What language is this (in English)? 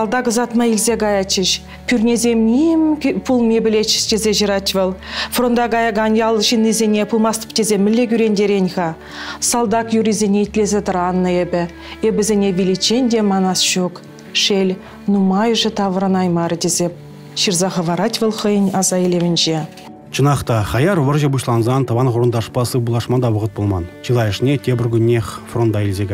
Chuvash